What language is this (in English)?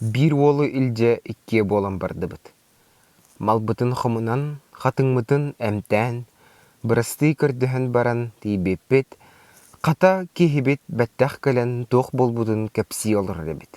Yakut